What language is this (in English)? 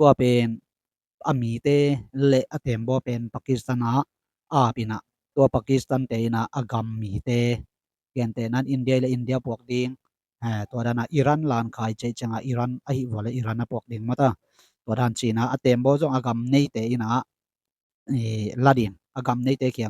Tedim Chin